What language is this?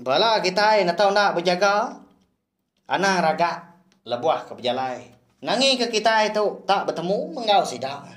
Iban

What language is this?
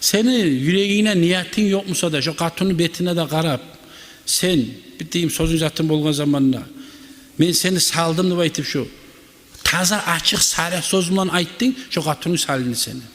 Kumyk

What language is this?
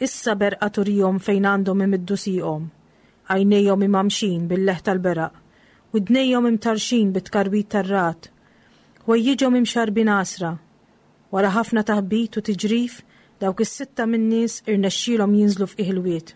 Maltese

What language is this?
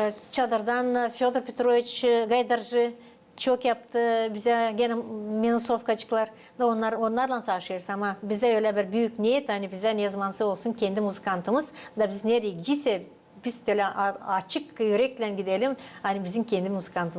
Gagauz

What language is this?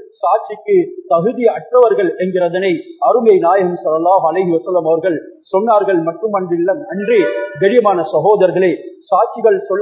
Tamil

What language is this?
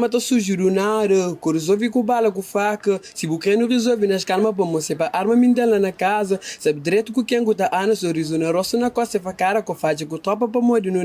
Kabuverdianu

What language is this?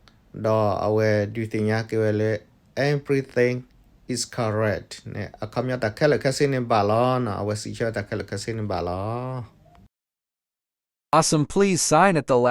S'gaw Karen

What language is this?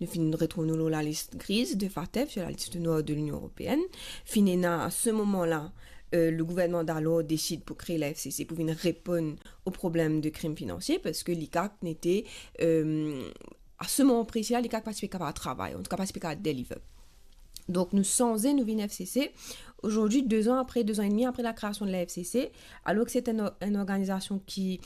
Morisyen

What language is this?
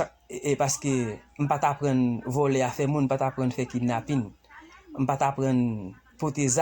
Haitian Creole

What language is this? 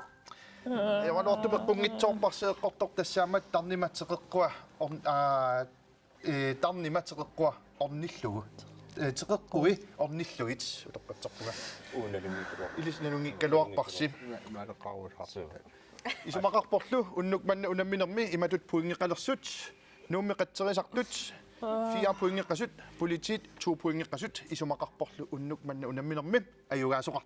Kalaallisut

